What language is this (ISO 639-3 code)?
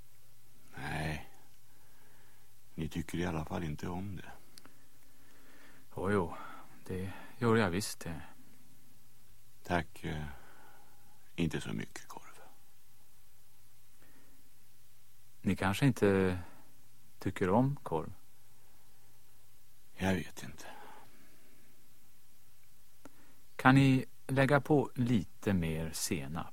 swe